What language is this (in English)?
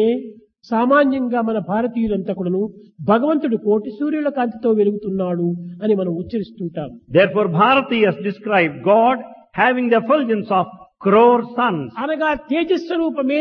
Telugu